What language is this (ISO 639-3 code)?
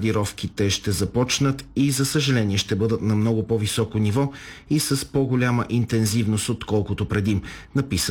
bul